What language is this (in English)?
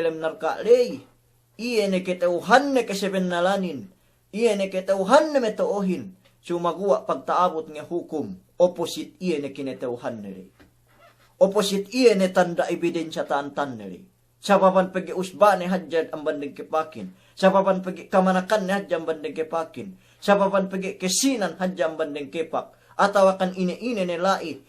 Yakan